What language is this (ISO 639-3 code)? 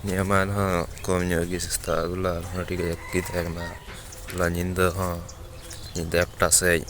sat